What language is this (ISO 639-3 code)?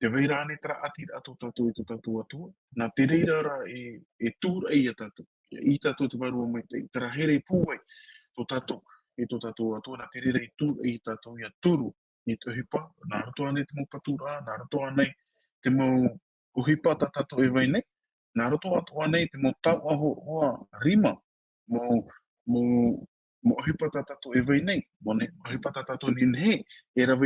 tah